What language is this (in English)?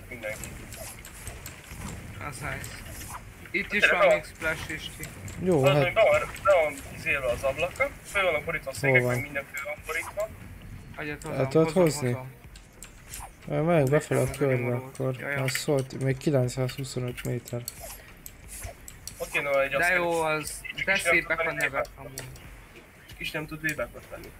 Hungarian